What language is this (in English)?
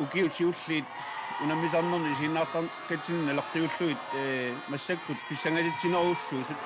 Kalaallisut